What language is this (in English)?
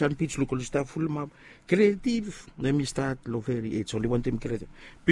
Bislama